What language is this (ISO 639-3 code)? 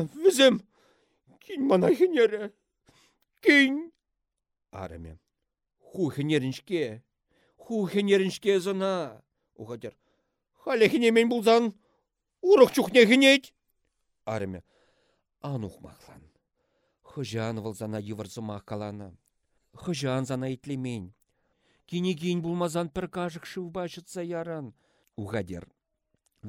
chv